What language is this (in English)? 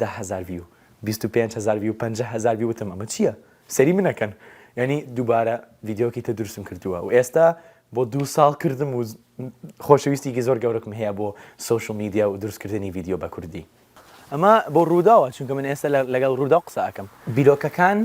Central Kurdish